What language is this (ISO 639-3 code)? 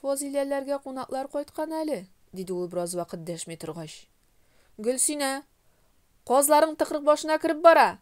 tat